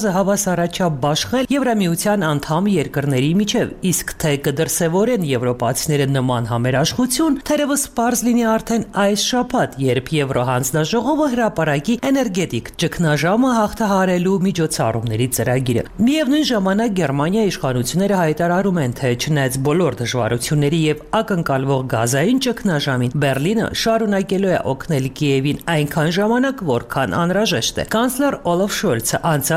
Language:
Armenian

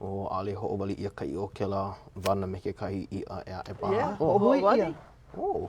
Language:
Hawaiian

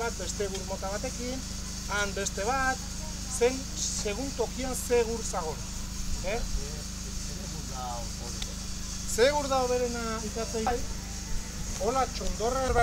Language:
Basque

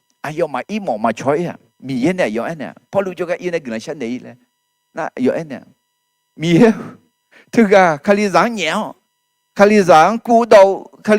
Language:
Akha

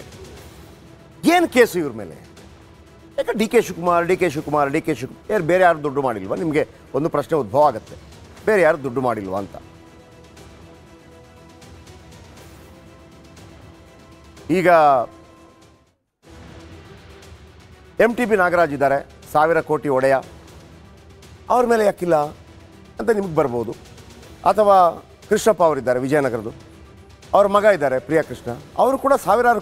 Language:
Kannada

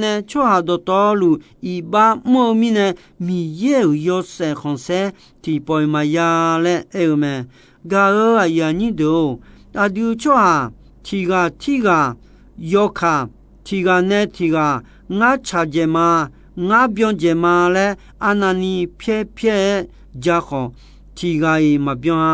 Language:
Akha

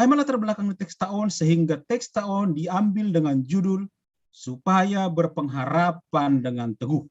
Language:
Batak Simalungun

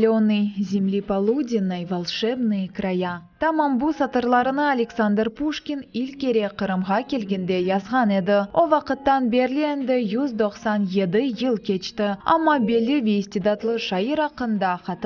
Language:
Crimean Tatar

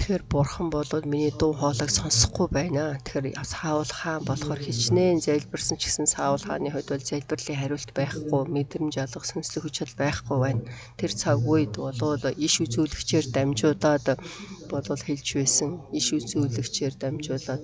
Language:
Mongolian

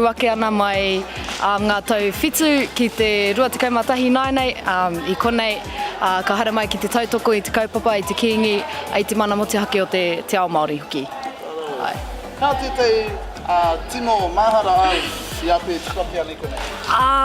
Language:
Māori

